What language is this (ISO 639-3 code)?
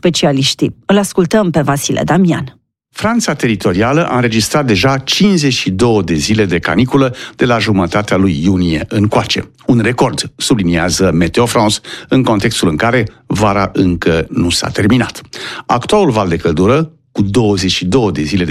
ron